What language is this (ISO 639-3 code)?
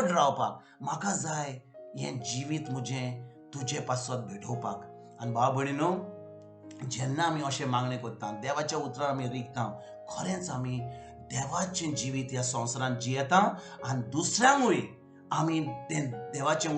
kok